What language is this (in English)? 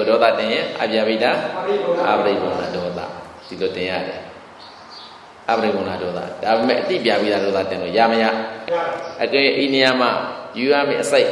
Burmese